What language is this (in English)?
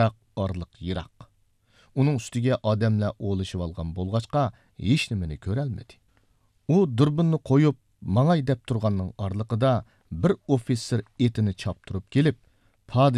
Uyghur